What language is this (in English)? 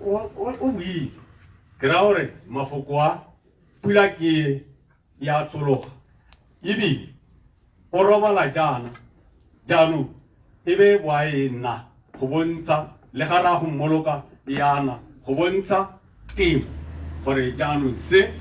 Tswana